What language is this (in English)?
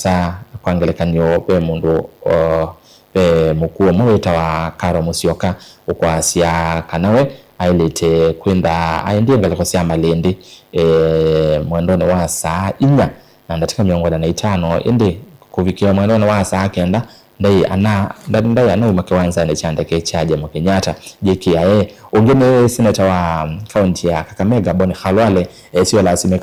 Kamba